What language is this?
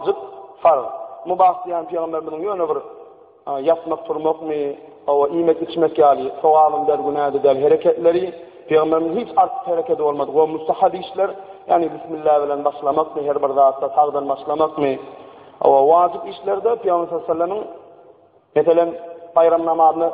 Turkmen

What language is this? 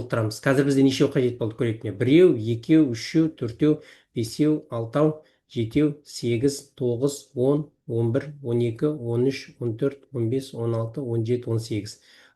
Kazakh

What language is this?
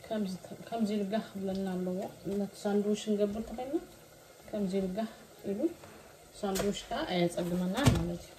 Tigrinya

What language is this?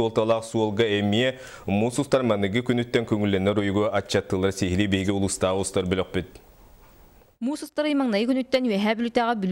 Yakut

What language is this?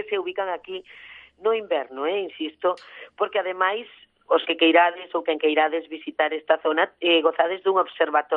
Galician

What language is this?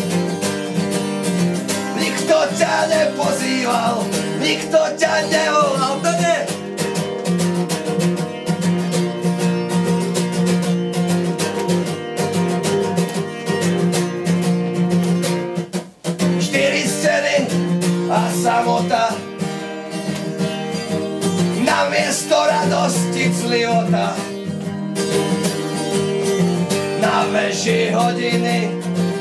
Slovak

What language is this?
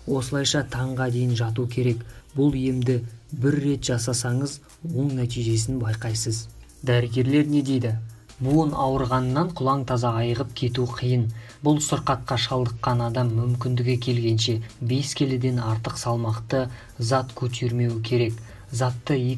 Kazakh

